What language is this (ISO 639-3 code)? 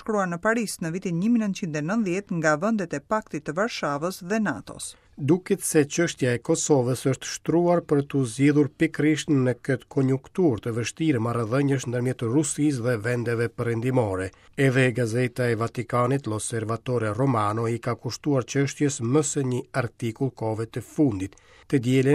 sqi